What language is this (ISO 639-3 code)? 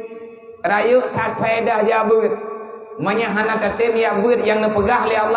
ace